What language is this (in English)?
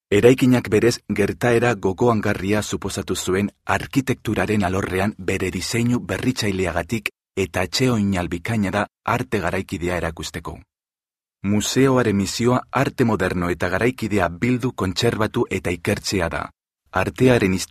Basque